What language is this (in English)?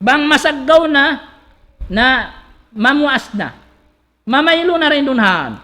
Tausug